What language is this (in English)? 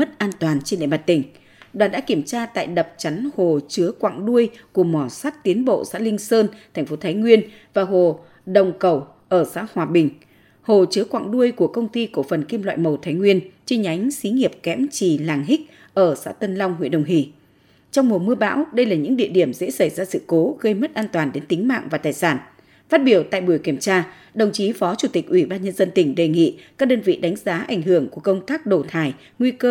Vietnamese